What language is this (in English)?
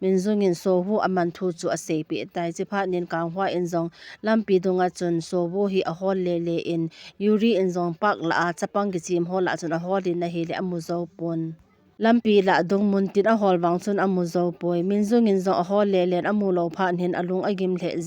Thado Chin